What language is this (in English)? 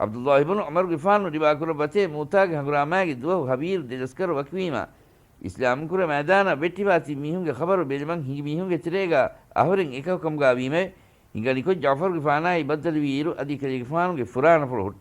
Divehi